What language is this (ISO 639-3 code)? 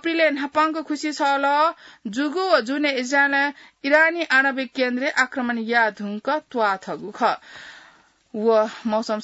new